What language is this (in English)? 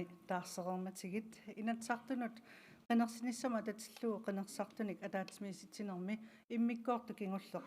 Kalaallisut